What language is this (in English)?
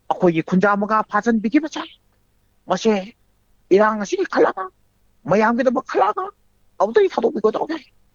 Manipuri